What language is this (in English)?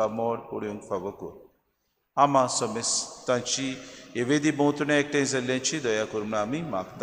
Konkani